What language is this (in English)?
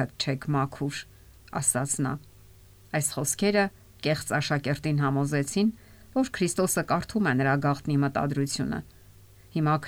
Armenian